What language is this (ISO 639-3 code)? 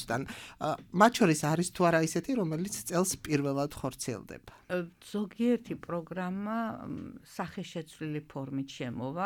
kat